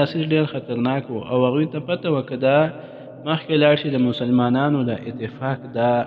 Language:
Pashto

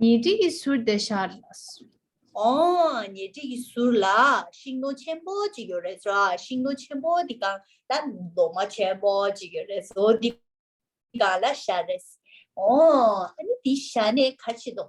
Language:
Tibetan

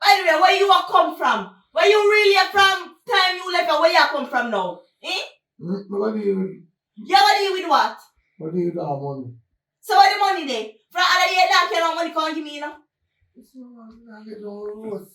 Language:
Jamaican Creole English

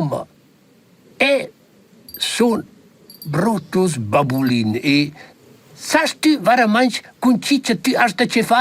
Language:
Romansh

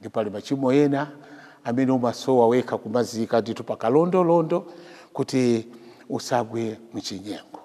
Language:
Nyanja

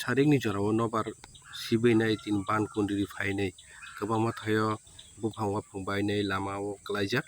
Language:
Kok Borok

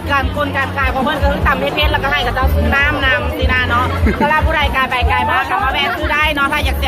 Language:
Lao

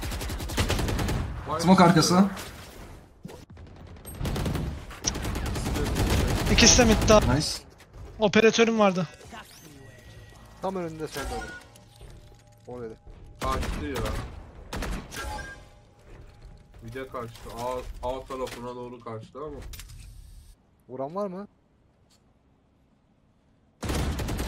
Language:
Turkish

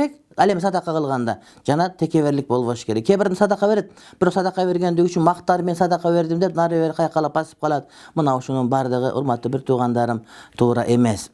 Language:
Kyrgyz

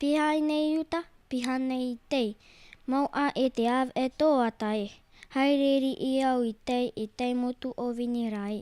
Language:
Tahitian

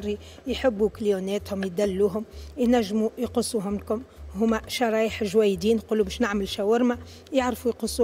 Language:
Tunisian Arabic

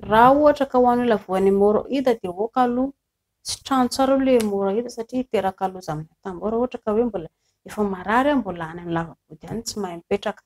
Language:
Malagasy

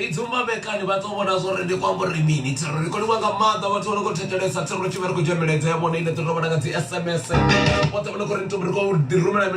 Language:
Venda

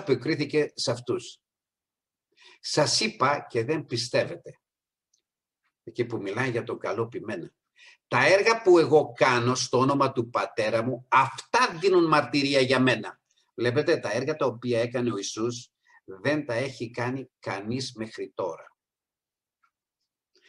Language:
Greek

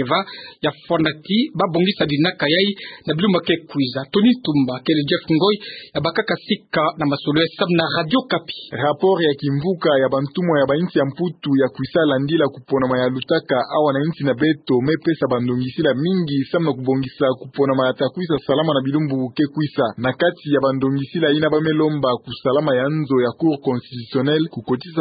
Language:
Kituba (Democratic Republic of Congo)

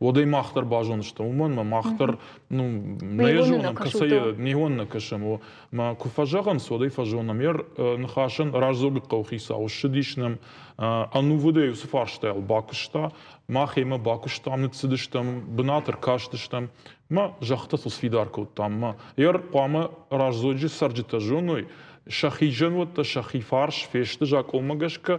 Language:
Ossetic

